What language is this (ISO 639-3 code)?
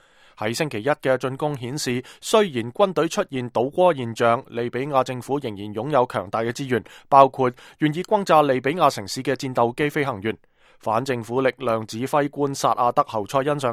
yue